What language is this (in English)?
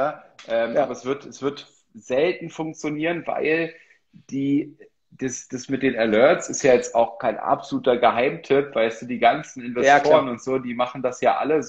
German